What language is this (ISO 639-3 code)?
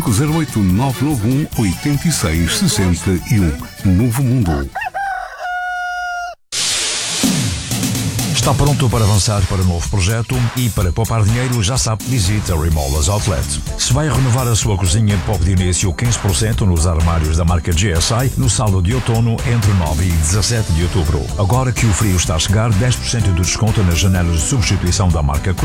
por